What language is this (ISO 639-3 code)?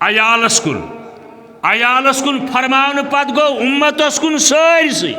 kas